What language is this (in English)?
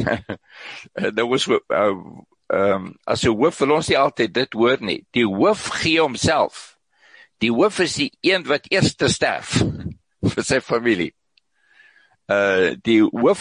Afrikaans